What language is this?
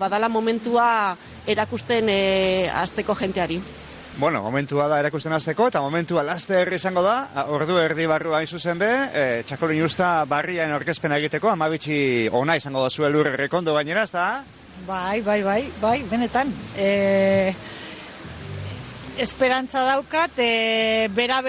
Basque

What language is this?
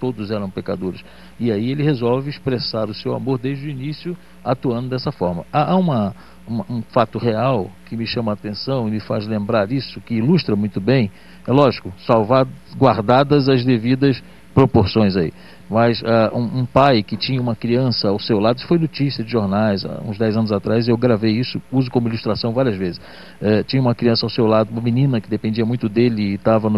Portuguese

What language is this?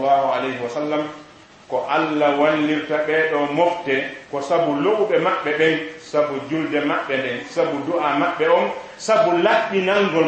Fula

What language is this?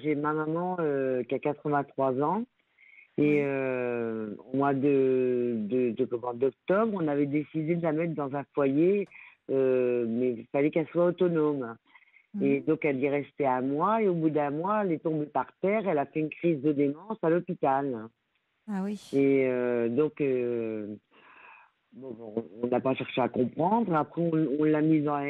French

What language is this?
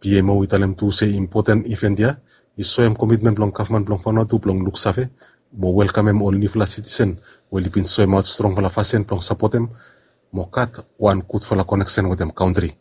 Bislama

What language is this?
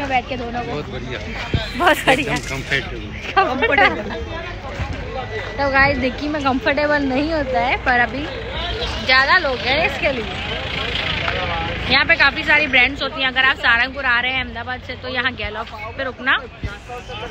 Hindi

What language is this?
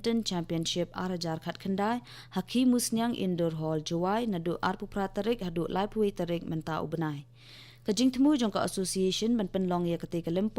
Khasi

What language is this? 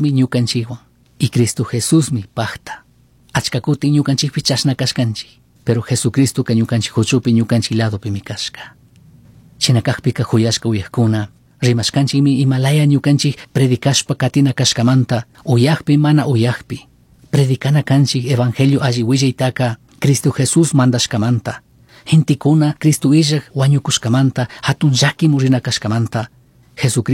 Chimborazo Highland Quichua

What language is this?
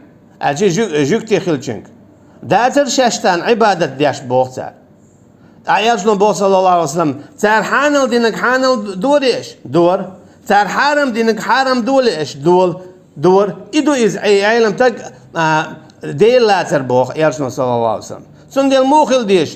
Chechen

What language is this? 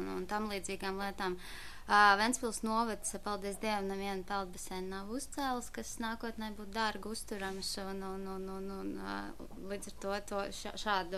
Latvian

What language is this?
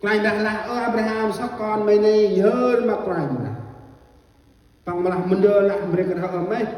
Central Mnong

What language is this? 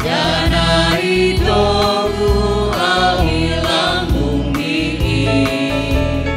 Batak Simalungun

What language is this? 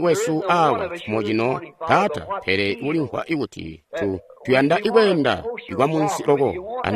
Tonga (Zambia)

